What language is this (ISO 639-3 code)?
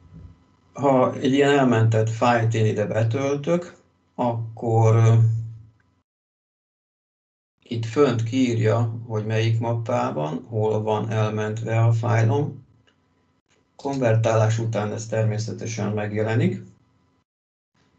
hun